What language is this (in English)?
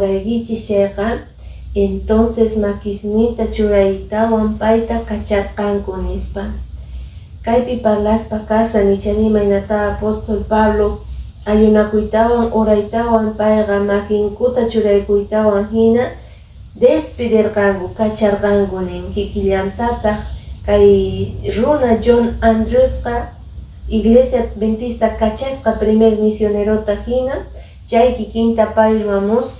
Quechua